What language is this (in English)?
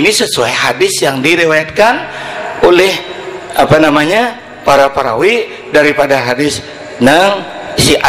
Banjar